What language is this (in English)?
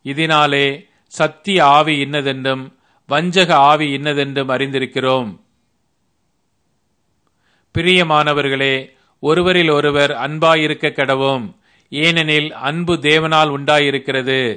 Tamil